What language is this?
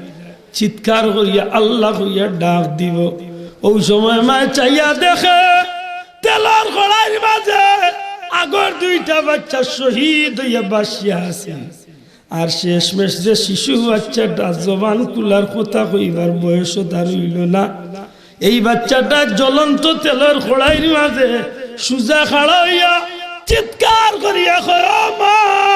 Sylheti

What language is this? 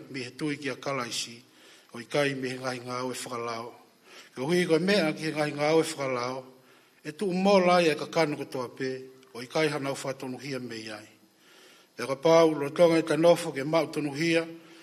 Tongan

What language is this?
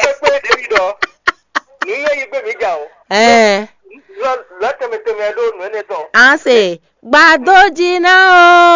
Fon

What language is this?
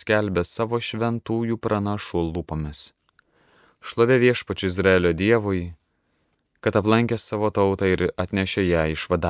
Lithuanian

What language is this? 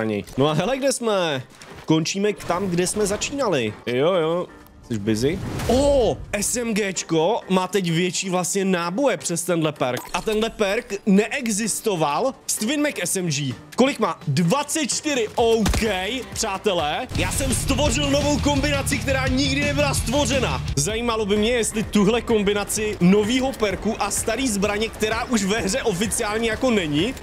Czech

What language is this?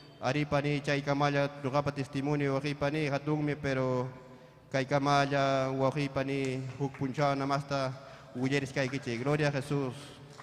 Ayacucho Quechua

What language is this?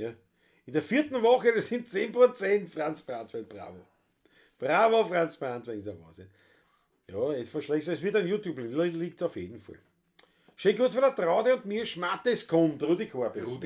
Bavarian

